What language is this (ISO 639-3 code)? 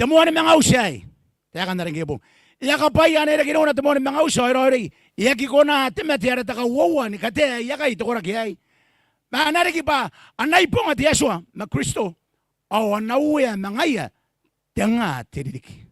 gil